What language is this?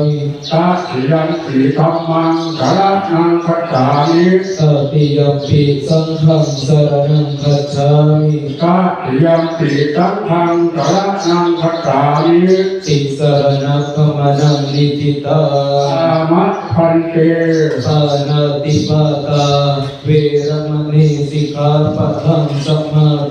Pali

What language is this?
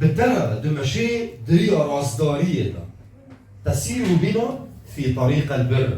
Kurdish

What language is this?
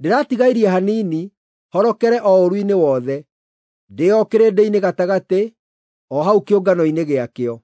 Kikuyu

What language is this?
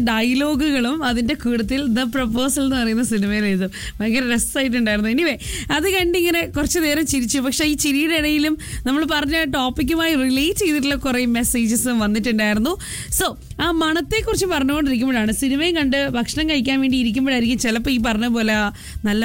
Malayalam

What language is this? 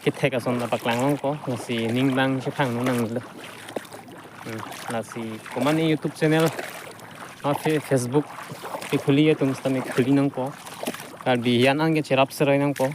Karbi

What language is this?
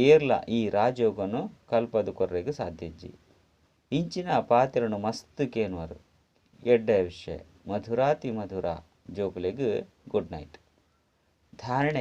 Tulu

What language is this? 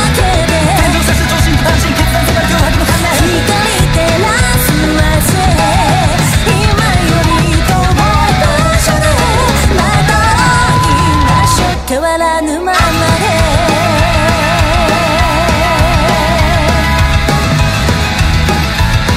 Japanese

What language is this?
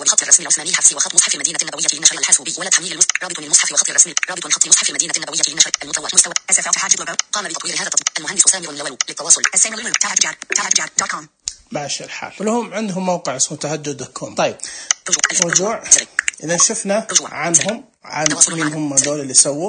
Najdi Arabic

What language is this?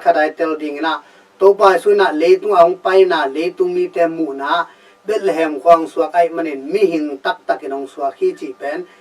Tedim Chin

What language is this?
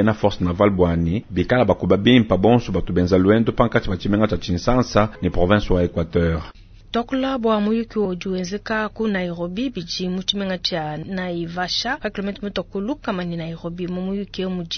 Luba-Lulua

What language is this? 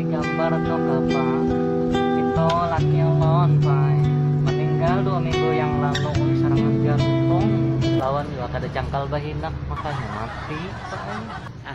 Banjar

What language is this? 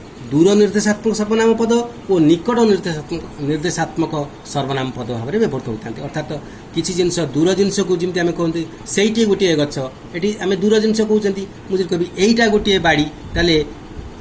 Odia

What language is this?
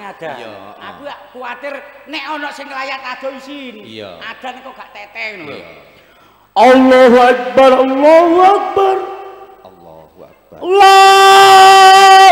Javanese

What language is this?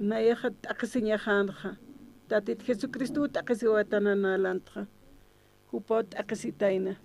Aymara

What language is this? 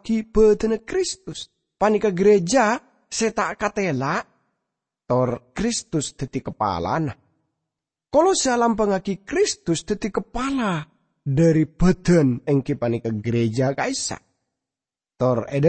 Madurese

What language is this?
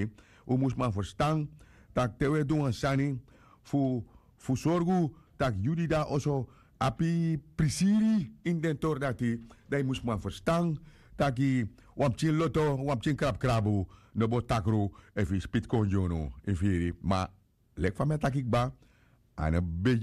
Sranan Tongo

